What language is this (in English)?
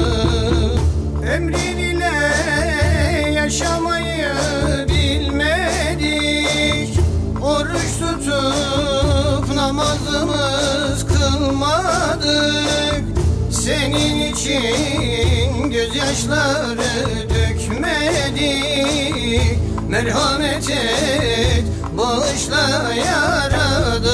Turkish